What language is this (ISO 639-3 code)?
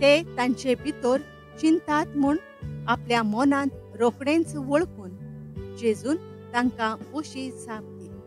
kok